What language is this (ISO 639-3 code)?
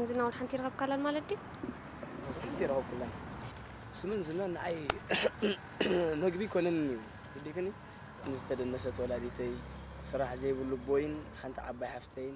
tir